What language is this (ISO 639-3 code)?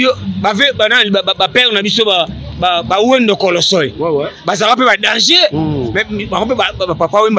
lin